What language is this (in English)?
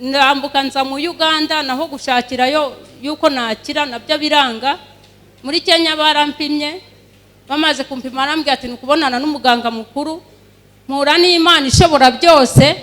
Kinyarwanda